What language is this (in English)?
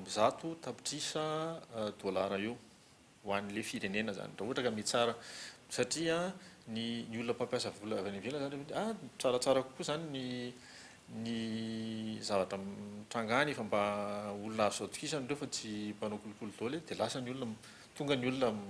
Malagasy